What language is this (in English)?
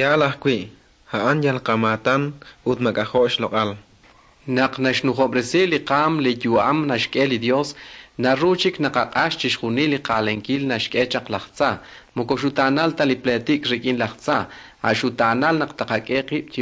Kekchí